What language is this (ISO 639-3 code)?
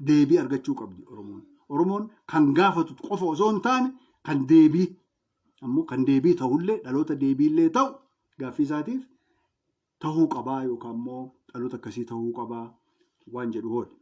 orm